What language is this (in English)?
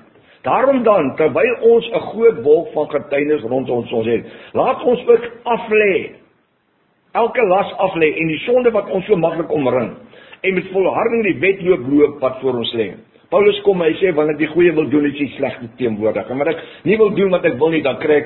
Afrikaans